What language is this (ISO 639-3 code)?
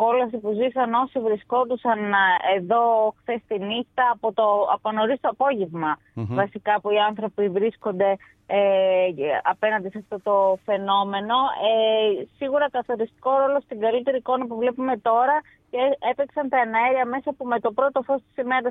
ell